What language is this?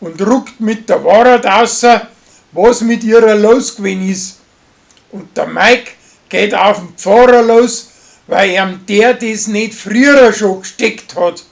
Bavarian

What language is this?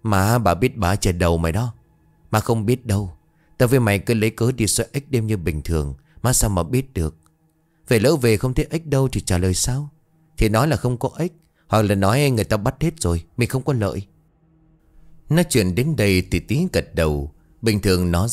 Vietnamese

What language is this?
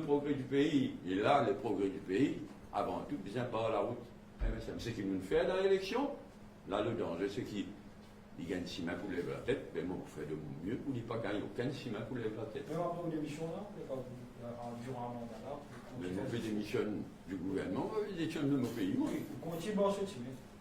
Morisyen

